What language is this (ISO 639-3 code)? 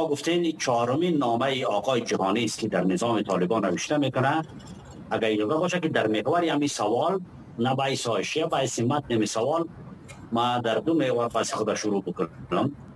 fas